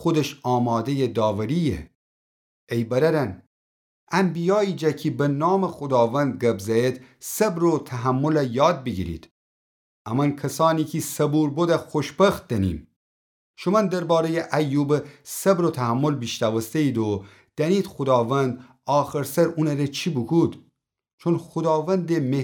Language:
Gilaki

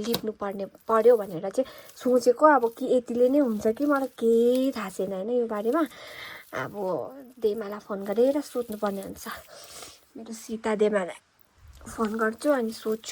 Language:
Nepali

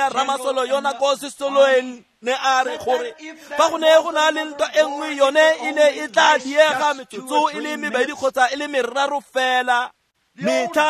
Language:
Tswana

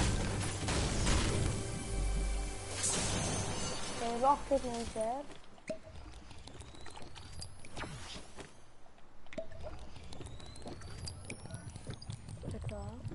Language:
Icelandic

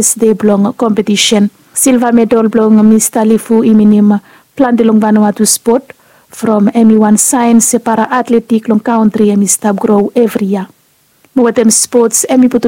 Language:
Bislama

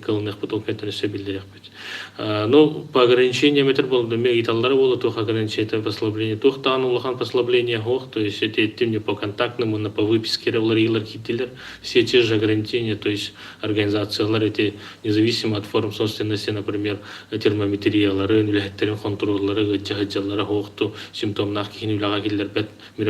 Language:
Yakut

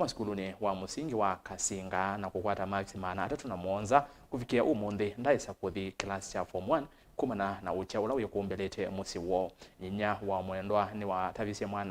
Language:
Kamba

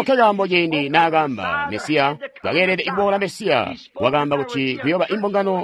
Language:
Tonga (Zambia)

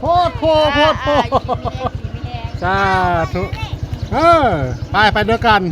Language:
Northeastern Thai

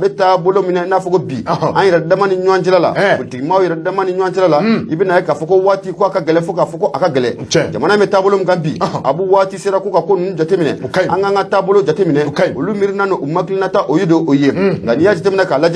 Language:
Bambara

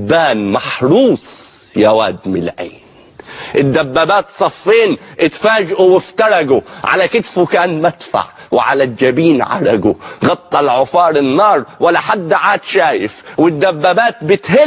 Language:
Egyptian Arabic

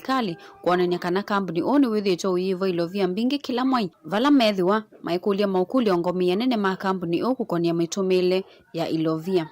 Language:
Kamba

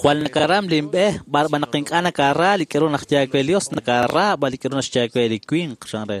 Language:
Kekchí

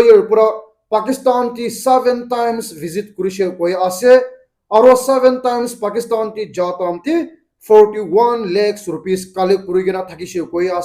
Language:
Naga Pidgin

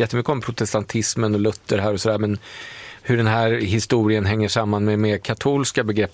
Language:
Swedish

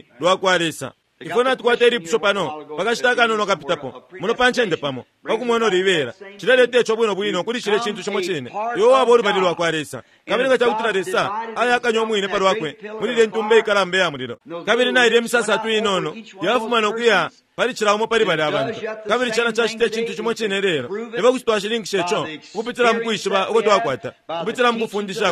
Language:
Bemba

